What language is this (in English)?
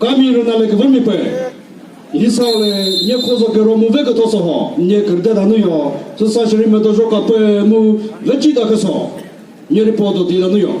Chokri Naga